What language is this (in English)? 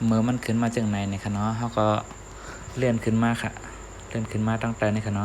Shan